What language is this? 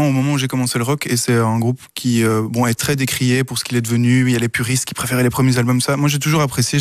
French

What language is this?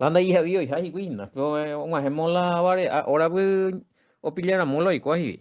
Guarani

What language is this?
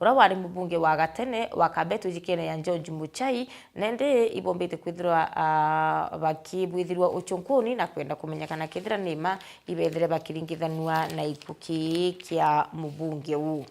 Meru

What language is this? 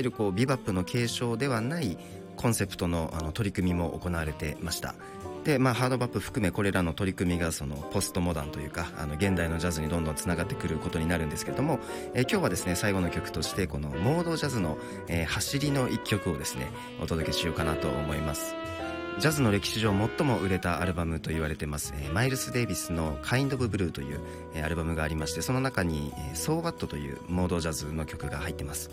Japanese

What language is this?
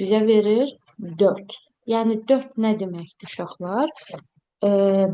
Azerbaijani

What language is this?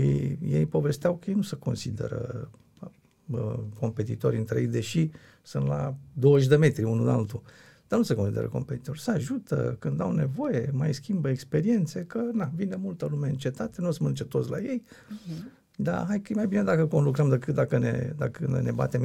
Romanian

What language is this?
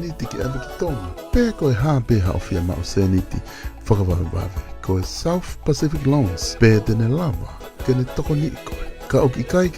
Tongan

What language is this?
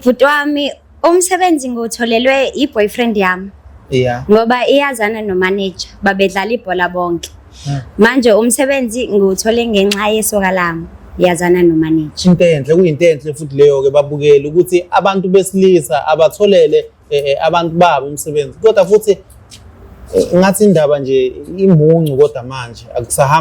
Zulu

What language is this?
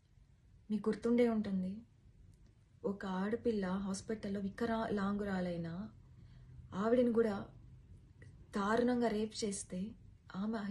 Telugu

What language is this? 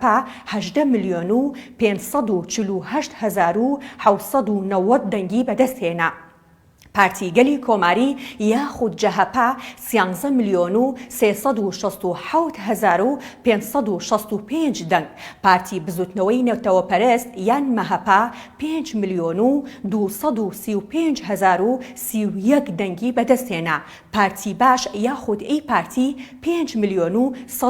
Central Kurdish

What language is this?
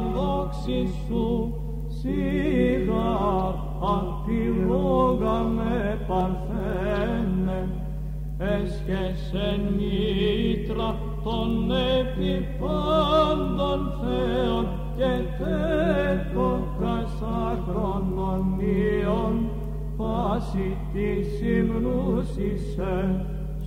Greek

